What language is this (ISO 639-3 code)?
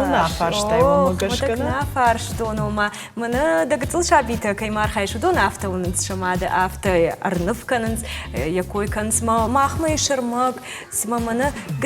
oss